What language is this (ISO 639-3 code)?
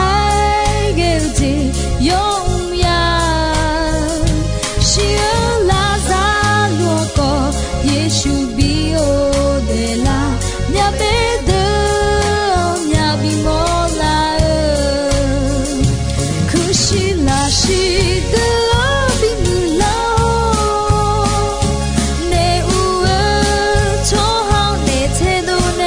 ahk